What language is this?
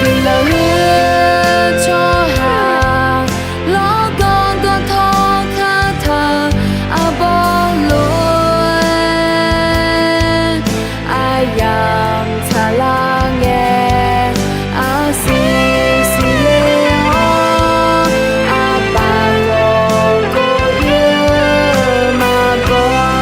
Akha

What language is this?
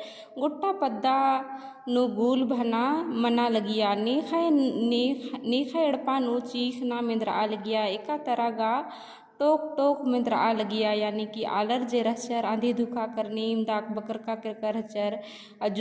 Kurukh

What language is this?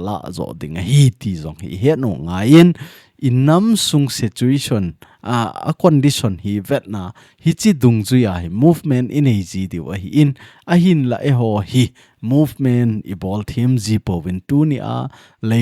Thado Chin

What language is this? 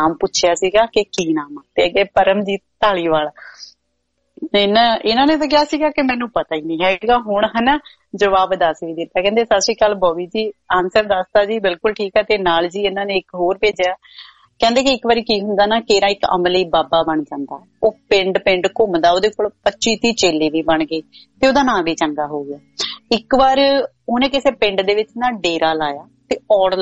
Punjabi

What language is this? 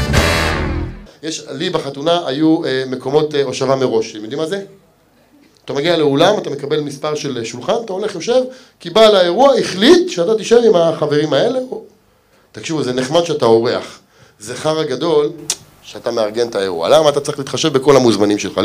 Hebrew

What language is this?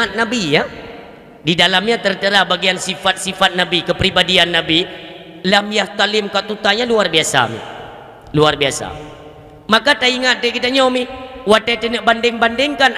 Achinese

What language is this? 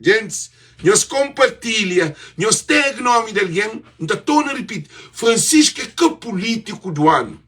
Kabuverdianu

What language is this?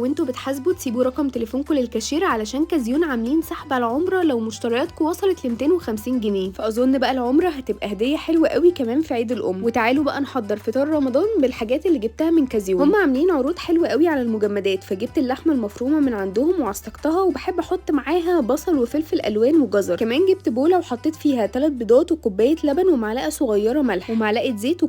Egyptian Arabic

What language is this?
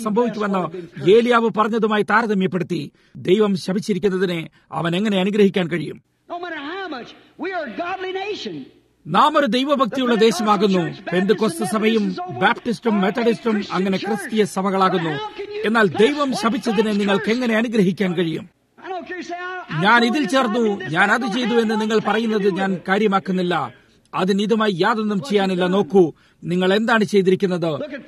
Malayalam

